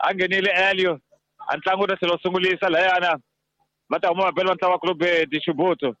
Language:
Tsonga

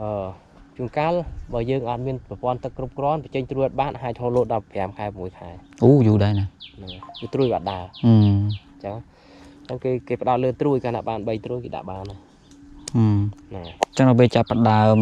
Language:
Khmer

